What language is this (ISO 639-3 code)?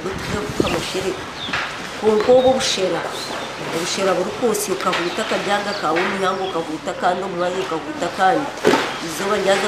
nyn